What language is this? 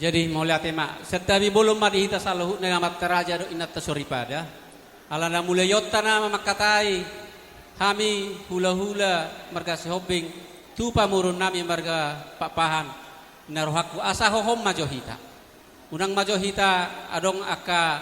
Batak Toba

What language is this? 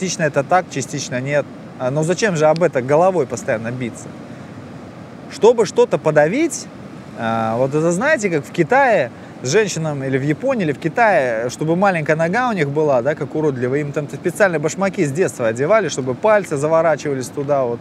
Russian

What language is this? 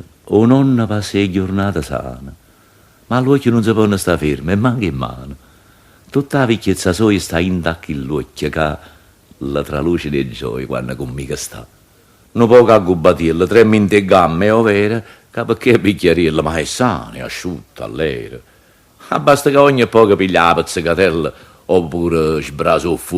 Neapolitan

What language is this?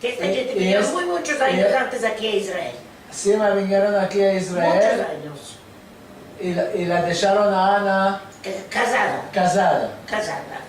Ladino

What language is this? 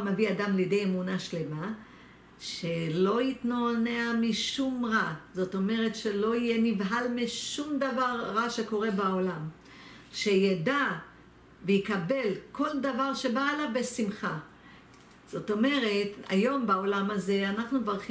Hebrew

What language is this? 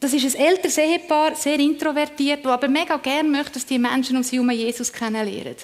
Swiss German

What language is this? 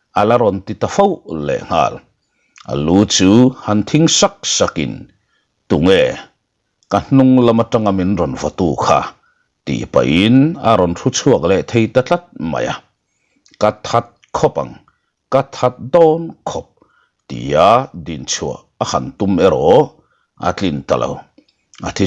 Mizo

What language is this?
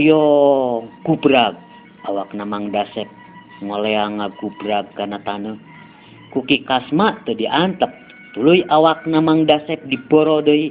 Sundanese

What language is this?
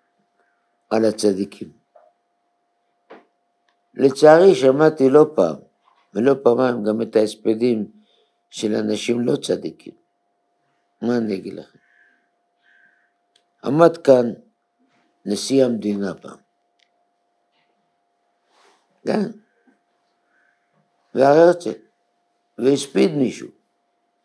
Hebrew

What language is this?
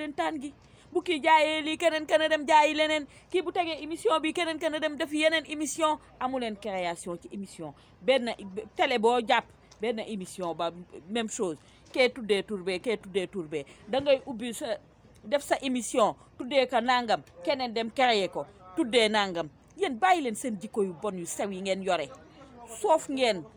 Wolof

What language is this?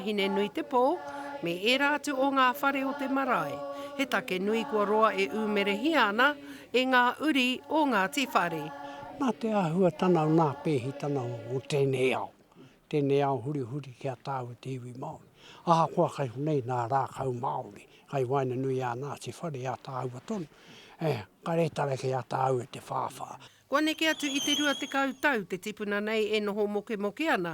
Māori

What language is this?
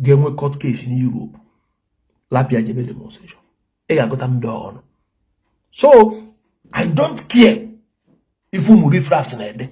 Igbo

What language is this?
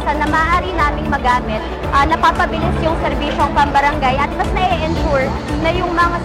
Filipino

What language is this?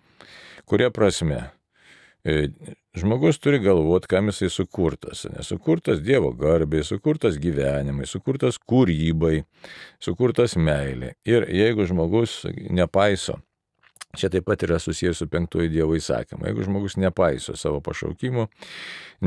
Lithuanian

